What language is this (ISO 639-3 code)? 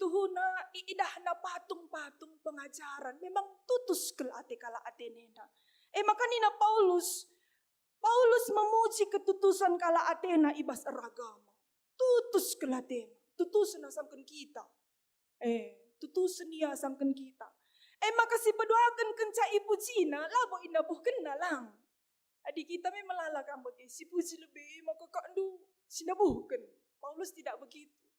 btx